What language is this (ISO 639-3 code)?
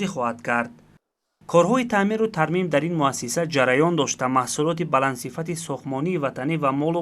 tgk